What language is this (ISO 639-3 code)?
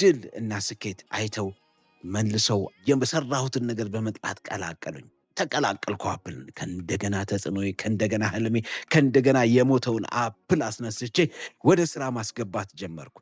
amh